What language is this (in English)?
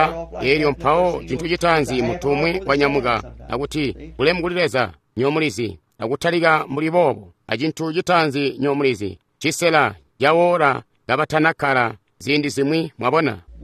Tonga (Zambia)